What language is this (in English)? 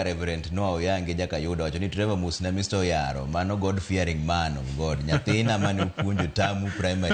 Luo (Kenya and Tanzania)